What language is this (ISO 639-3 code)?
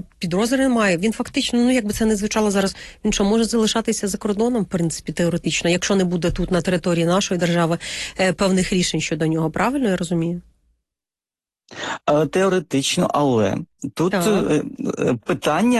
ukr